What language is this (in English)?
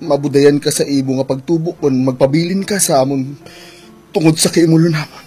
Hiligaynon